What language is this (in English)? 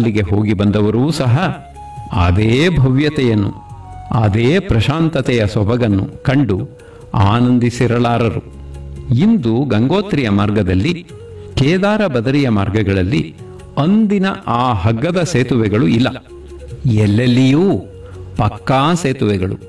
Kannada